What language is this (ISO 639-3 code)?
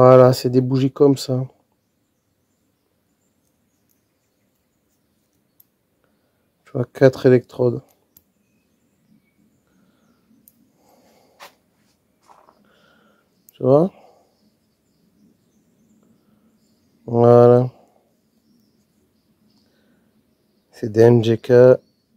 fra